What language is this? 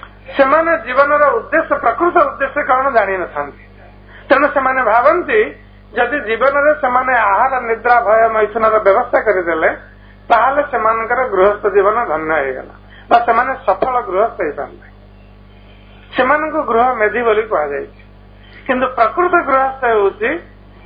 Odia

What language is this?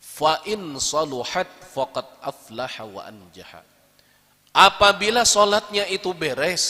Banjar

